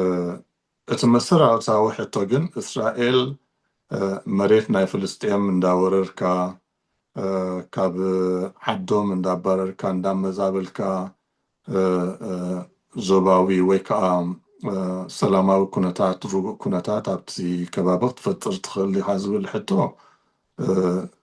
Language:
Tigrinya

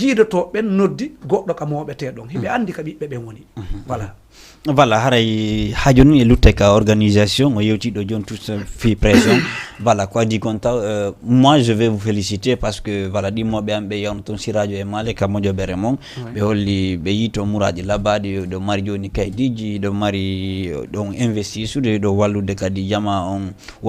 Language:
Fula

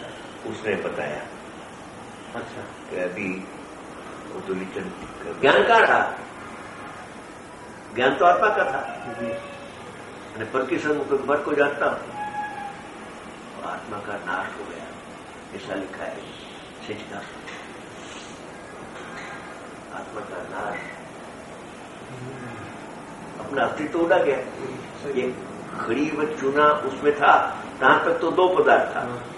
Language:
Gujarati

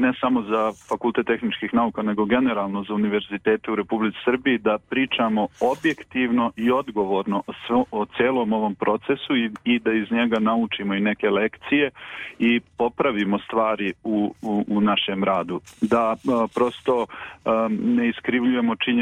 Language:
Serbian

